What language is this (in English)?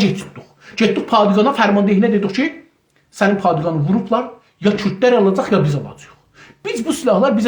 South Azerbaijani